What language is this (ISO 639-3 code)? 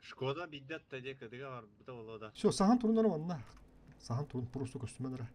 sah